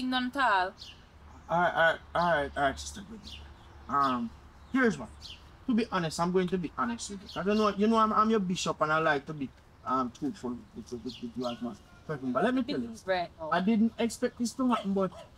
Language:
Jamaican Creole English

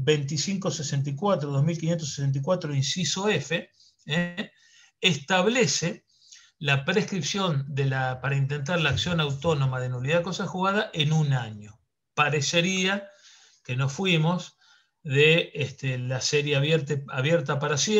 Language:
Spanish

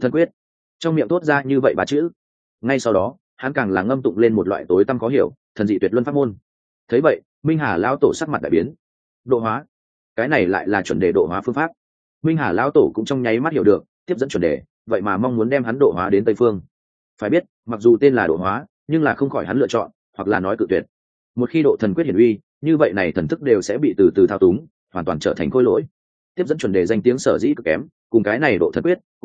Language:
Vietnamese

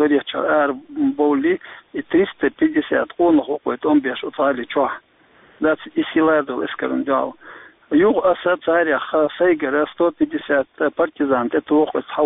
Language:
Chechen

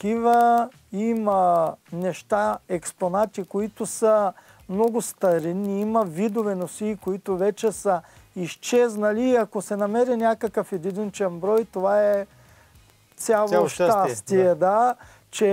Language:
Bulgarian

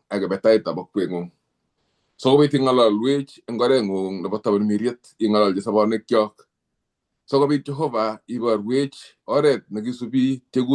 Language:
Kalenjin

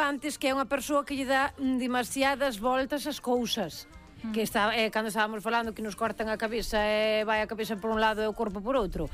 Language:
Galician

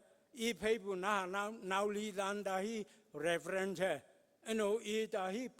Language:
Konyak Naga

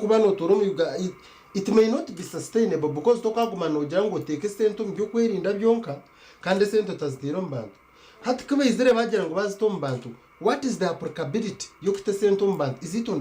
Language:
Nyankole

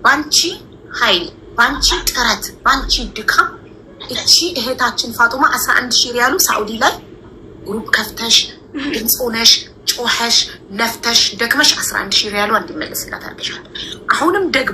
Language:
Amharic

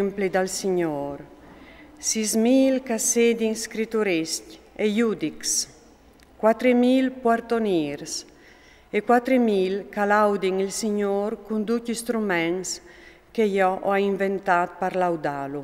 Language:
Friulian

